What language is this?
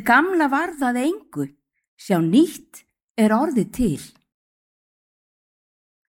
Icelandic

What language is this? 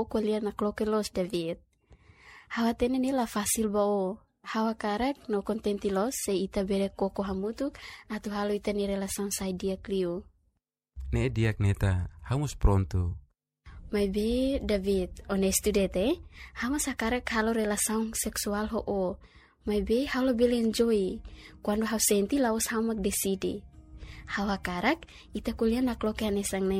Tetum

